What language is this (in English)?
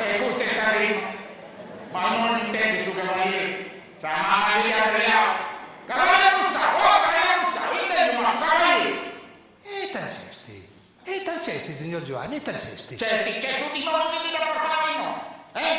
Sardinian